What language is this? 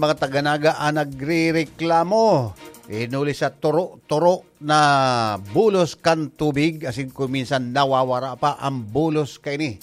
Bikol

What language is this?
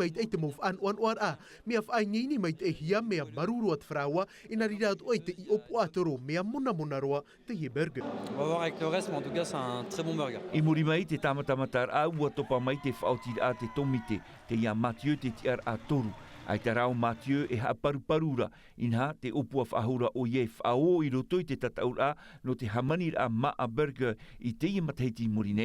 Tahitian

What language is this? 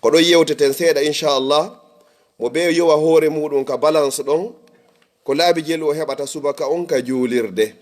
Fula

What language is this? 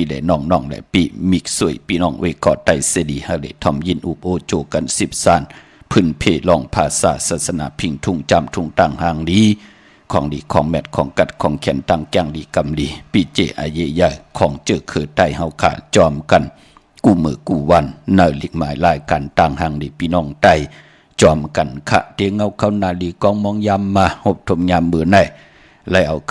Shan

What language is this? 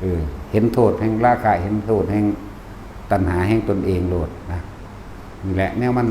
Northeastern Thai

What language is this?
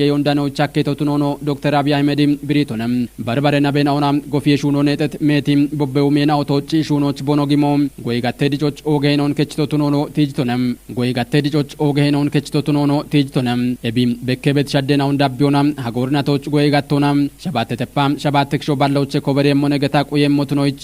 Kafa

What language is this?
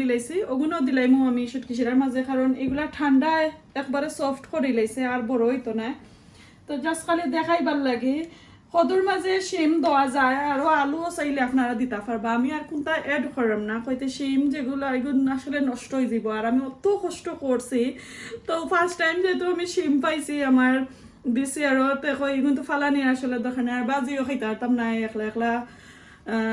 Sylheti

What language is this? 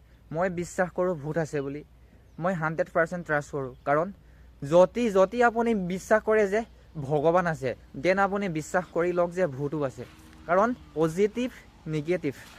Assamese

